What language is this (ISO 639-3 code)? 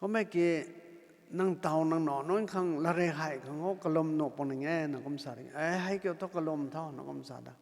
nbu